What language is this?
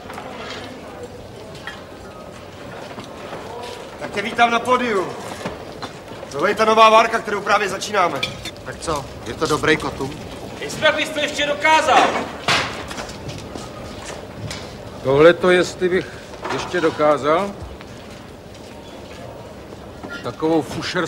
Czech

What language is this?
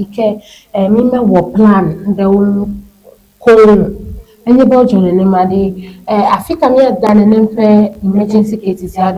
Ewe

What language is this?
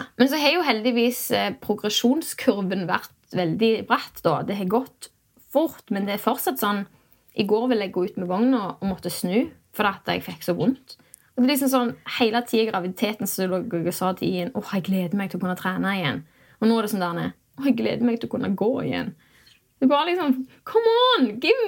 Norwegian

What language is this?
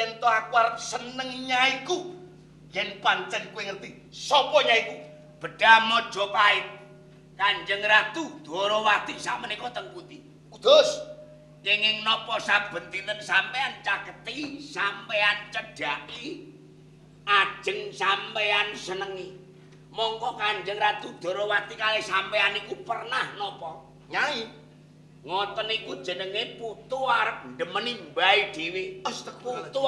Javanese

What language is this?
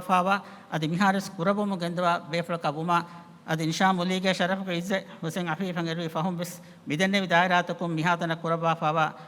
Divehi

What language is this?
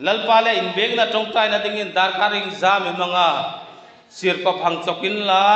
Hmar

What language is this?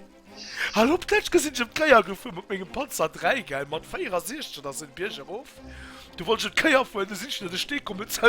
Luxembourgish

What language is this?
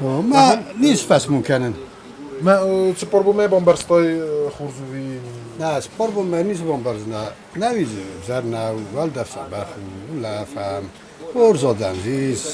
Ossetic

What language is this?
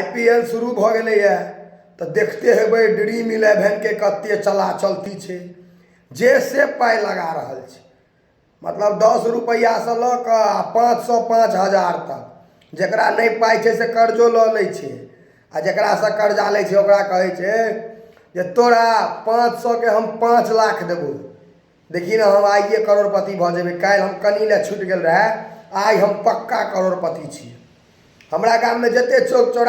Maithili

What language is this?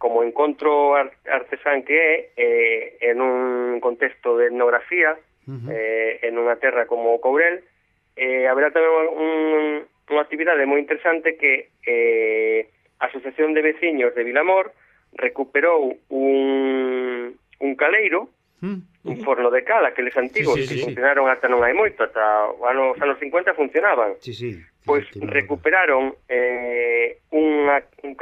Galician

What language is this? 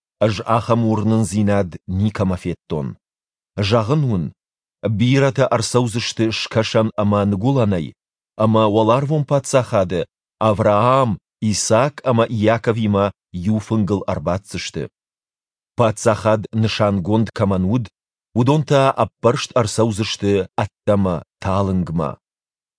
Ossetic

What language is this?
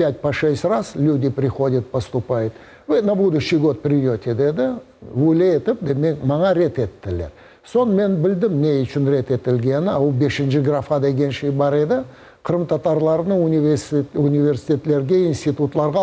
Crimean Tatar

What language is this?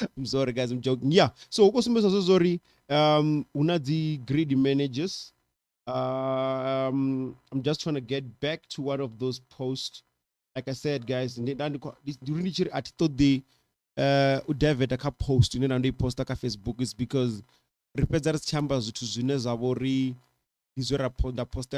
Venda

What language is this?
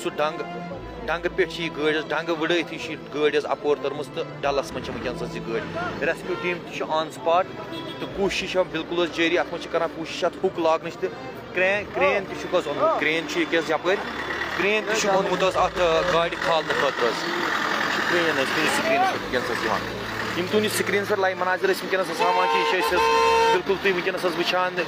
Kashmiri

